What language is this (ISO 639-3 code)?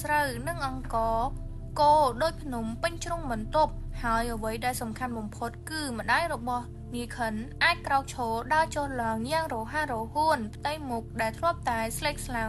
khm